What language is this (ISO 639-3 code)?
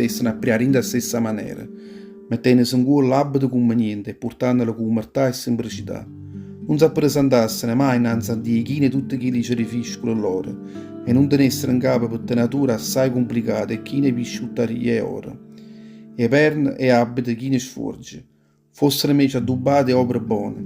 nap